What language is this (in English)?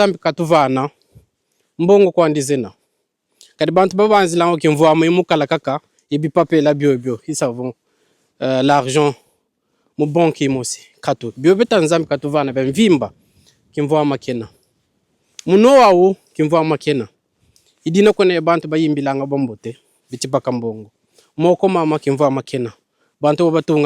Kongo